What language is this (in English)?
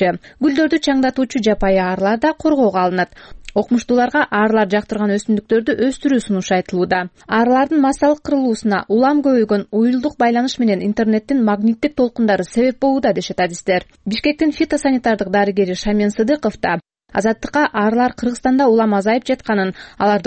Kyrgyz